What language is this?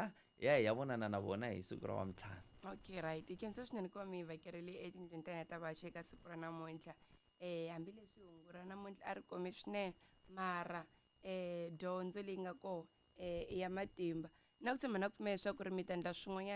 Tsonga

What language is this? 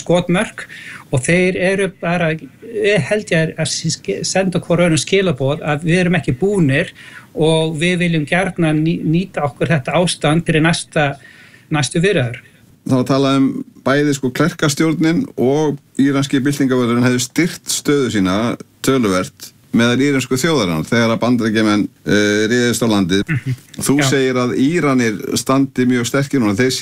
Icelandic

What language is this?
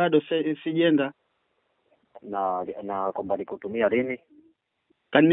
Swahili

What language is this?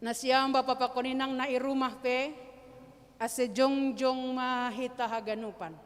Batak Simalungun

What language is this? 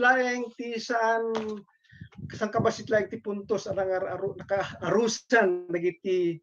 Iloko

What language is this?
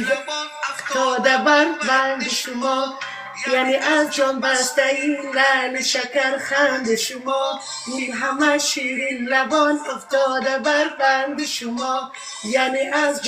Tajik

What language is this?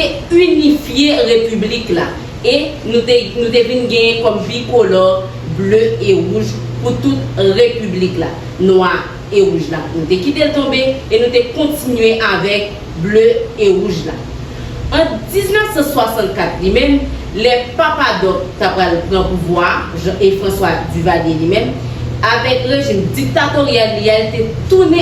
Haitian Creole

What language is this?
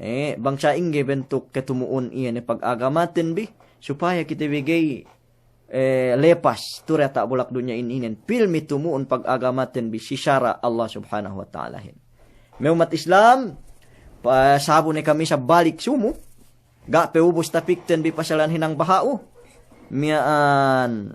Yakan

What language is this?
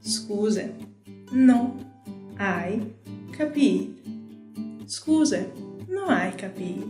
Friulian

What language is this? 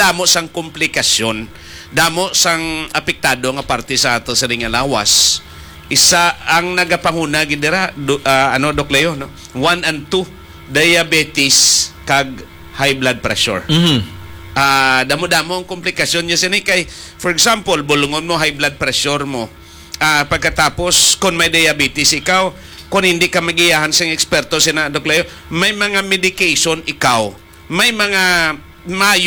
Hiligaynon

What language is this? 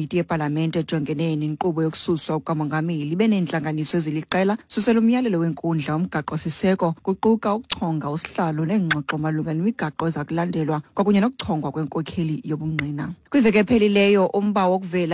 Xhosa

